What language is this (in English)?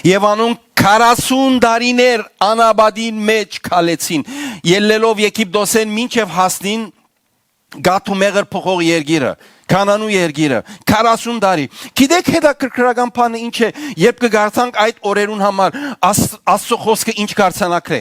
Western Armenian